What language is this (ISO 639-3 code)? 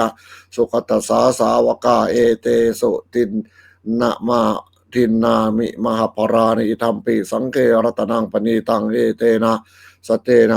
pli